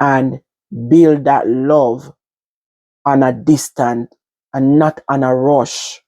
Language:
Jamaican Creole English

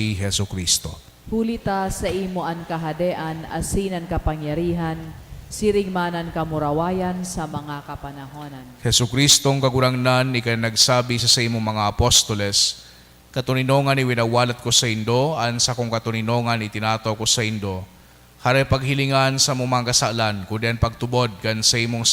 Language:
Bikol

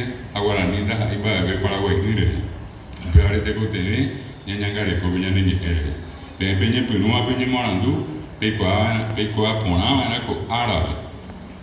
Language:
Guarani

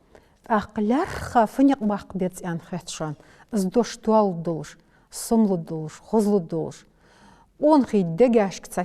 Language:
Ingush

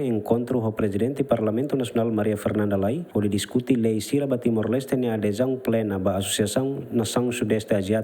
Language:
Tetum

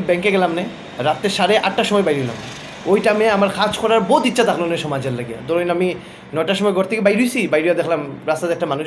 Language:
Sylheti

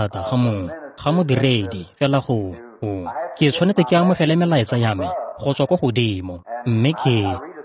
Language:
Tswana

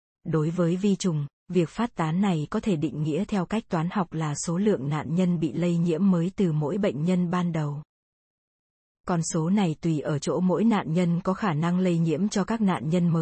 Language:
Vietnamese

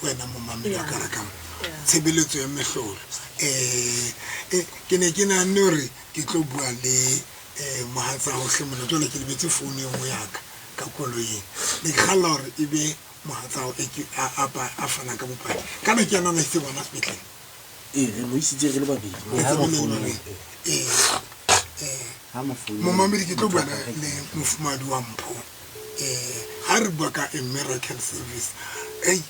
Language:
Southern Sotho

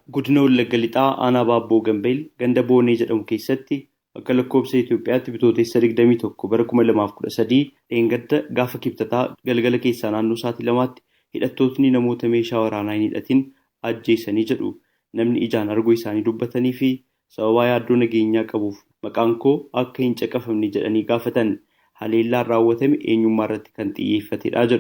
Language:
Oromo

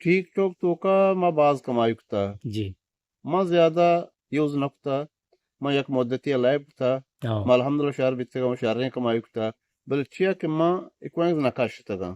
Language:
Eastern Balochi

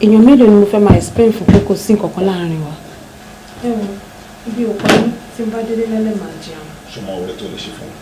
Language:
Yoruba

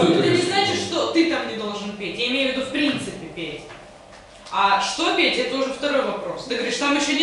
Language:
Russian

